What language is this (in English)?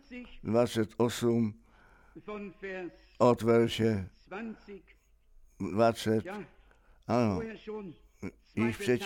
Czech